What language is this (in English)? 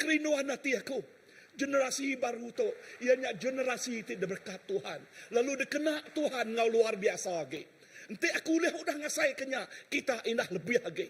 Iban